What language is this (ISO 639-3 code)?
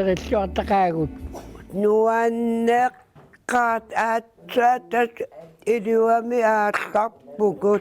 kal